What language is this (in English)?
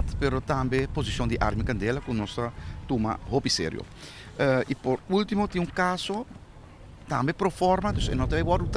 Papiamento